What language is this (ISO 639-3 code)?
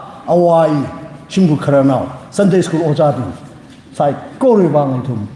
nmf